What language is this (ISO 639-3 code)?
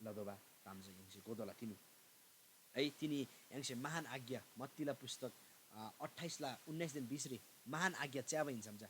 taj